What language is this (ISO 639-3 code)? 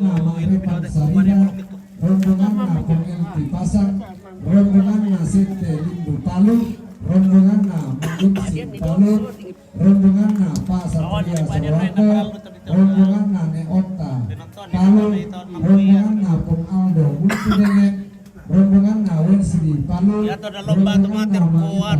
sda